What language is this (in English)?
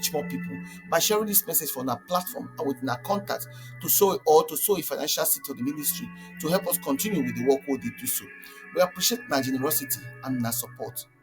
Nigerian Pidgin